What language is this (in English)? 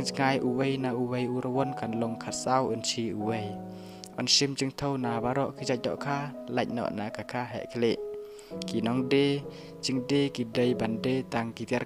Khasi